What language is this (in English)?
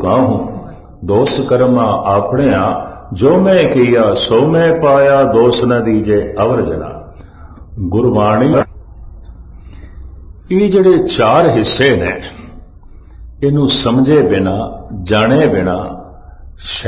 Punjabi